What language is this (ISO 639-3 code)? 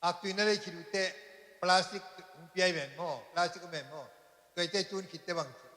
ctd